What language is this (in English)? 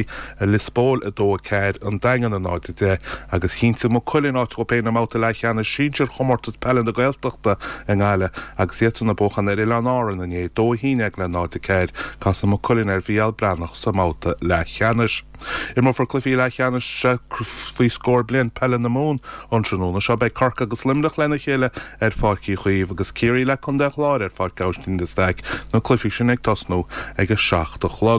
Irish